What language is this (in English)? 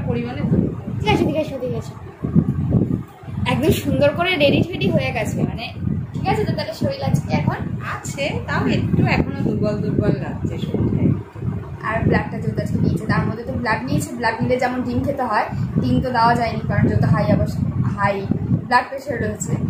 Bangla